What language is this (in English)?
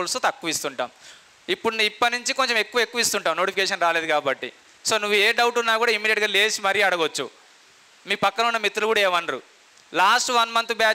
Telugu